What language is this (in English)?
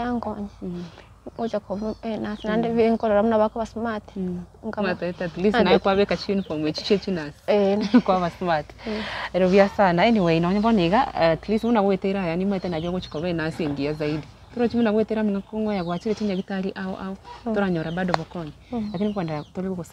Gusii